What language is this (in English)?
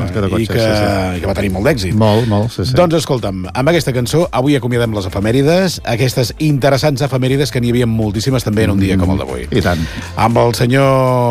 Catalan